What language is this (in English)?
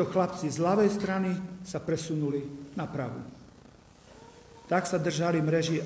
Slovak